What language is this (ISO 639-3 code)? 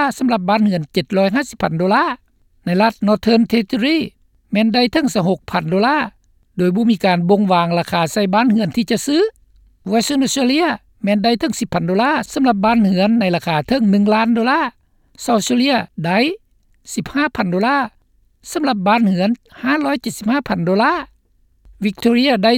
lao